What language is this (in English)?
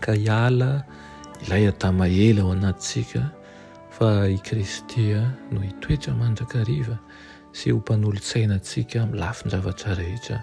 Malagasy